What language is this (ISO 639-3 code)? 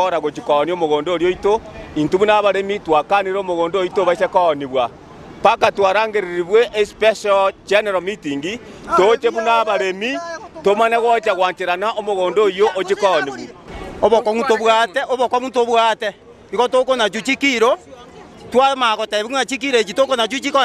guz